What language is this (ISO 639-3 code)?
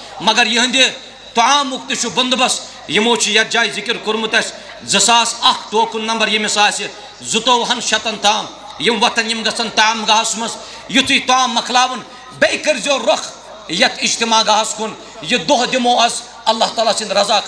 kas